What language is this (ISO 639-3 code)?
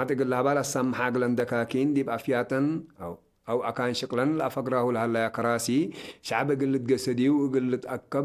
tig